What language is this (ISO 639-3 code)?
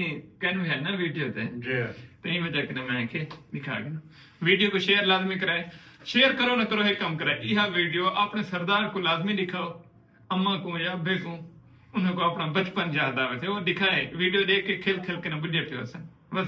skr